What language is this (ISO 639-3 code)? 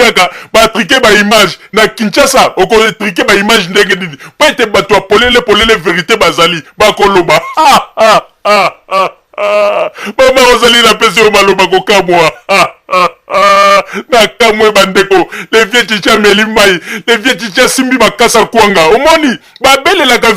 lin